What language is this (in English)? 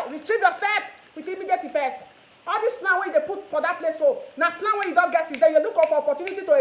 Nigerian Pidgin